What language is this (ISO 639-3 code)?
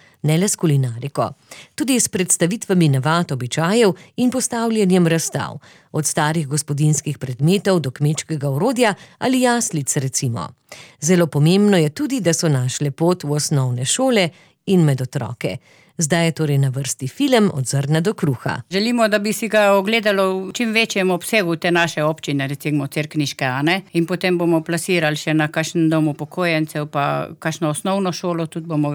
slv